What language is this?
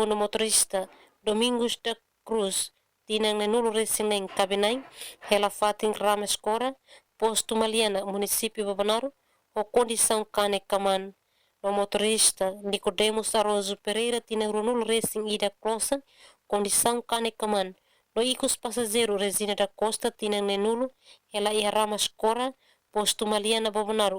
Tetum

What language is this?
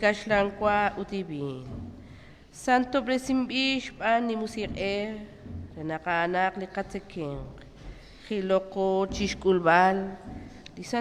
Kekchí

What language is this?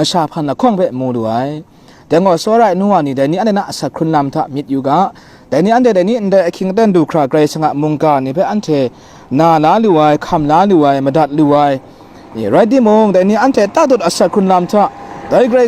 Kachin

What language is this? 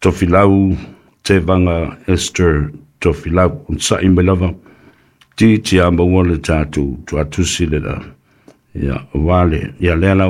Samoan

